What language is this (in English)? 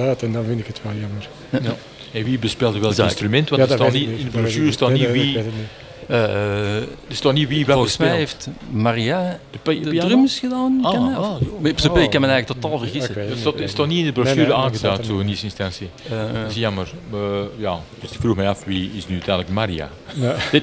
Dutch